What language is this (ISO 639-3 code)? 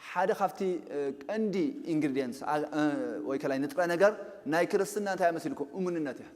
tir